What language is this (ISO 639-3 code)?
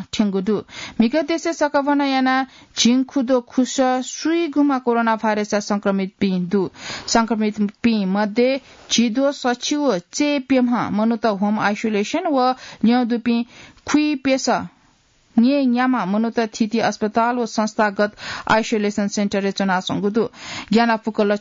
new